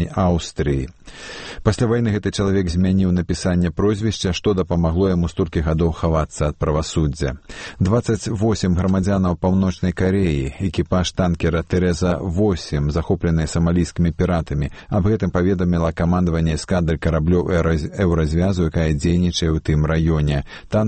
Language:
Belarusian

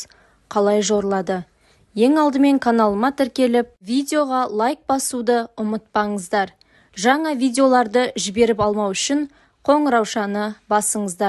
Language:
Kazakh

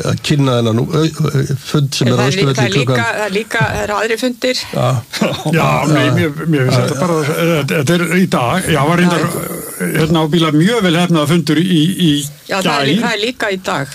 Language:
Icelandic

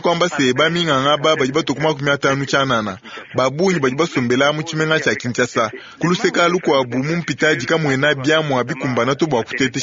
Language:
Luba-Lulua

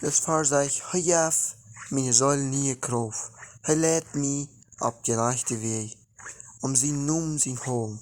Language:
Plautdietsch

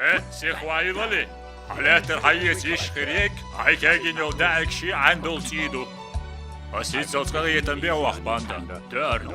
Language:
Chechen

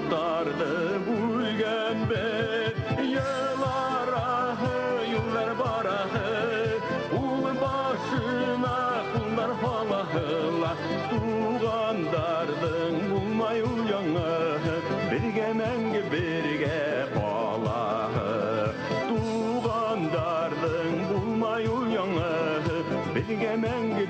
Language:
Bashkir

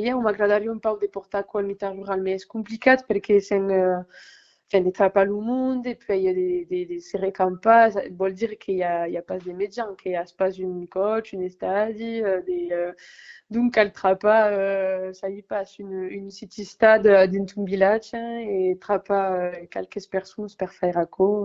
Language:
Occitan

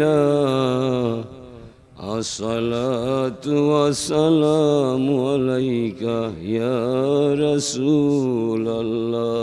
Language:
Sylheti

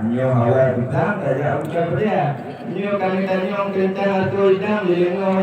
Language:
Achinese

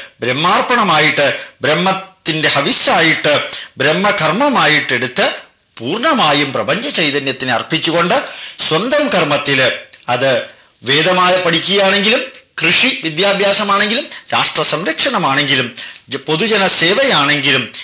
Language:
Malayalam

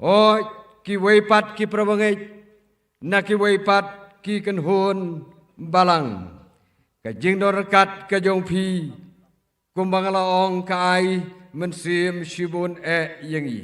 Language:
Khasi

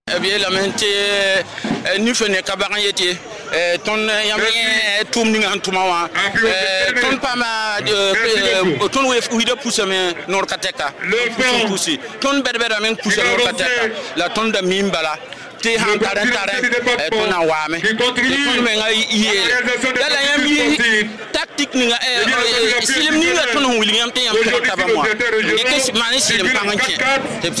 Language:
Mossi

